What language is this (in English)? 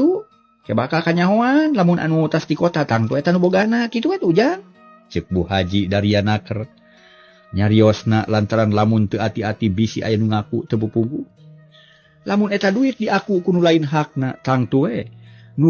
Sundanese